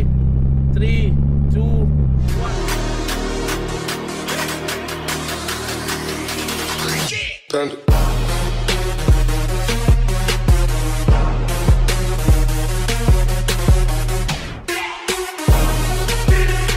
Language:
Malay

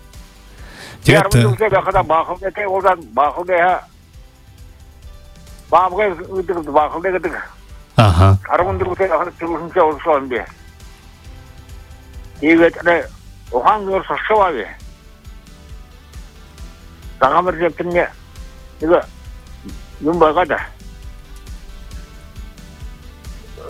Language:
Buriat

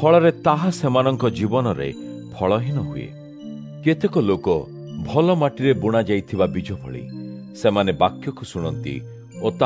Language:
Odia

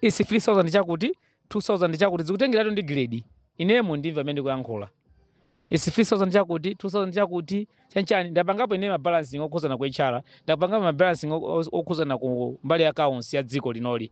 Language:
Nyanja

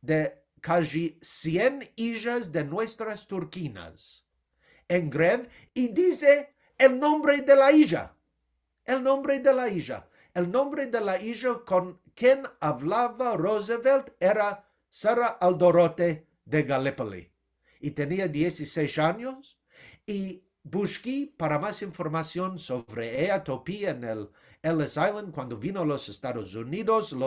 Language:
Ladino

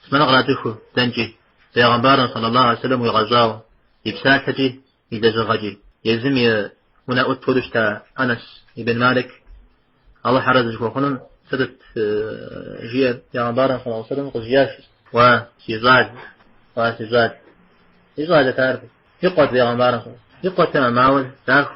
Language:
Kabardian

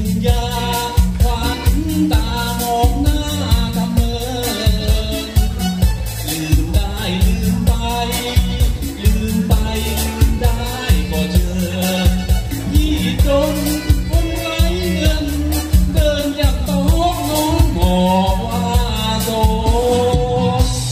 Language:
Thai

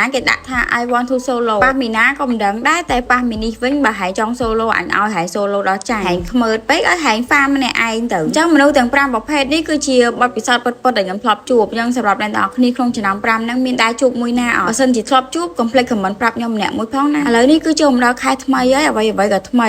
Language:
Khmer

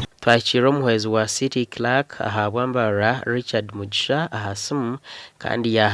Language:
Nyankole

